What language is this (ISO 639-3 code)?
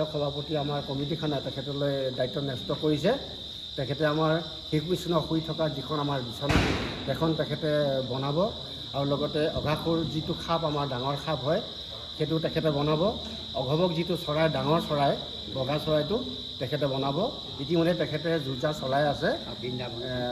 asm